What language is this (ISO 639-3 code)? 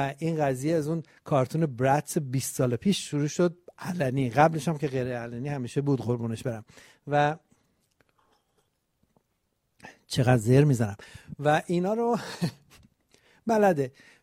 fas